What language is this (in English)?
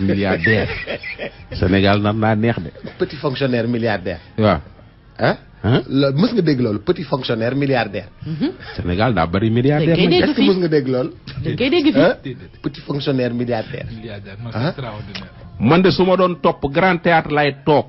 Wolof